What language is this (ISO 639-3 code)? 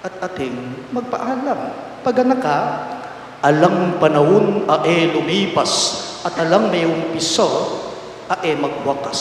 pam